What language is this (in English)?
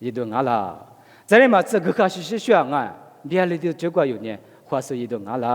Lisu